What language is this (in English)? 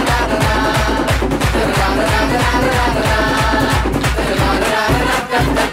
Tamil